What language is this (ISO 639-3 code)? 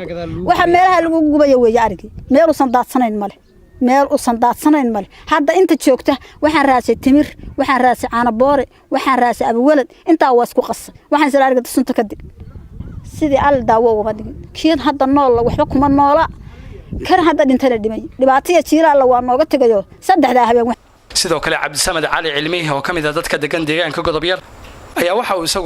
som